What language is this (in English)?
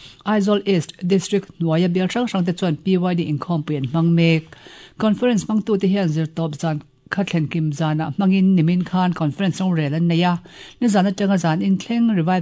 Mizo